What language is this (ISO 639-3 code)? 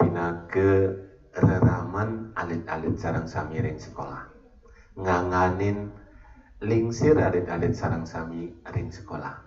ban